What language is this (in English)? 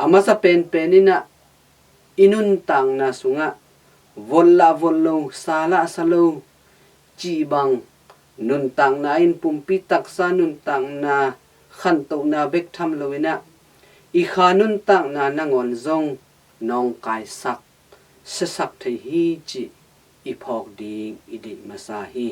Tedim Chin